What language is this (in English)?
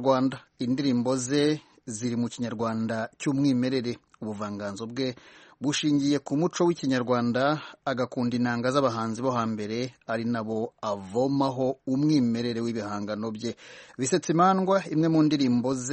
Kinyarwanda